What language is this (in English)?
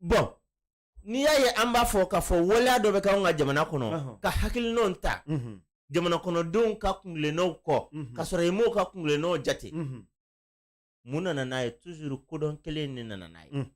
Bambara